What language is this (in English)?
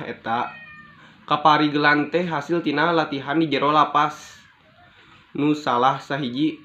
Sundanese